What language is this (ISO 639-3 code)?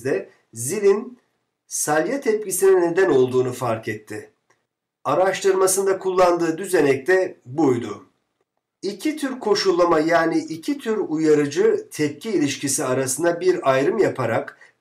tur